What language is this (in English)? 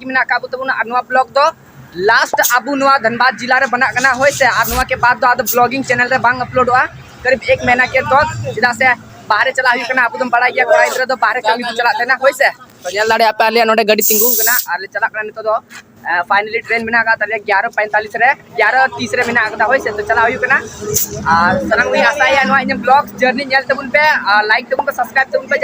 Santali